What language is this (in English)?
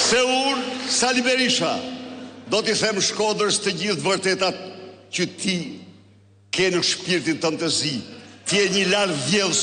Albanian